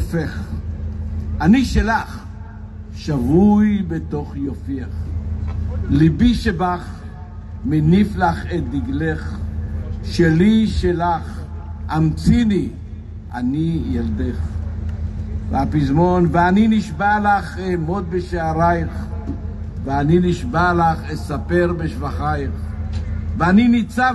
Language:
Hebrew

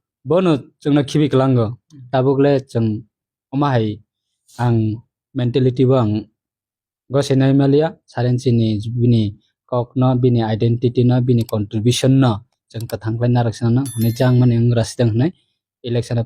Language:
Kok Borok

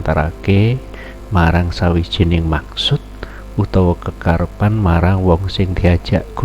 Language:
Javanese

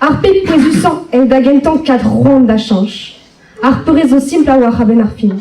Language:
Breton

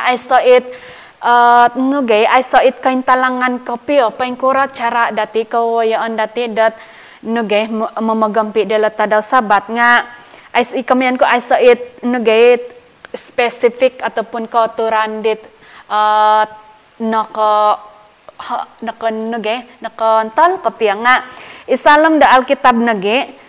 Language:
Central Dusun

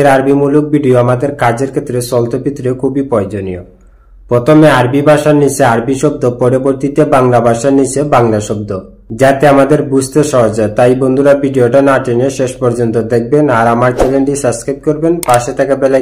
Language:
Bangla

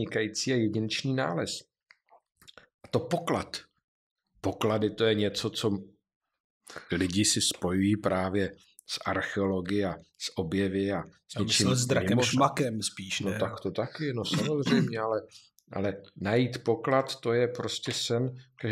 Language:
Czech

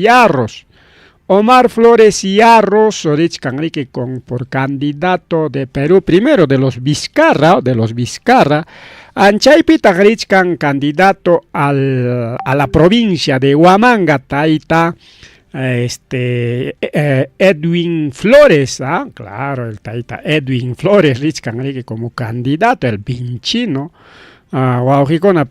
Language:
Ayacucho Quechua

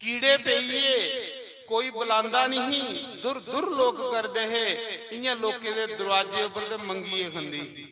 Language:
Dogri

